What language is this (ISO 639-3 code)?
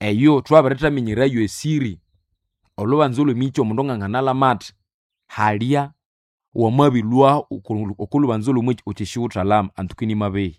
nnb